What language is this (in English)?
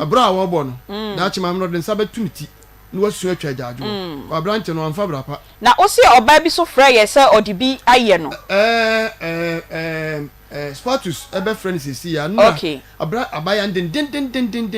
Akan